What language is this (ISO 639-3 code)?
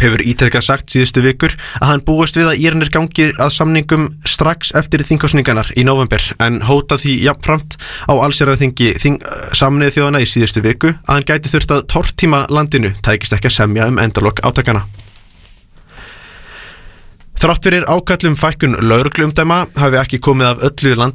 isl